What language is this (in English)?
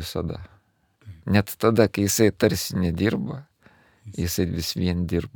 Lithuanian